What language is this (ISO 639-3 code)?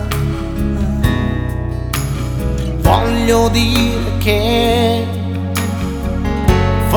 ita